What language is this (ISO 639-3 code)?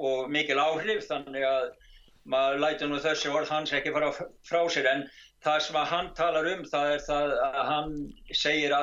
isl